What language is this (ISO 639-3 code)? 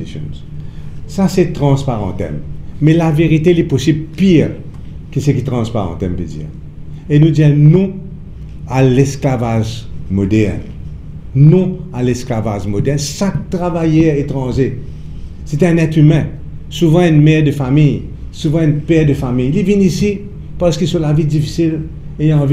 mfe